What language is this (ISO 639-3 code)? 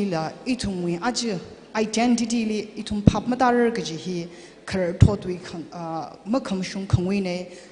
nmf